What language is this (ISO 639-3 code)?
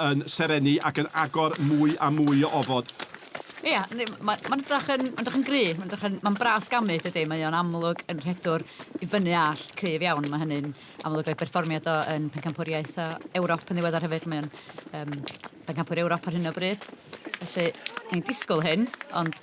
cym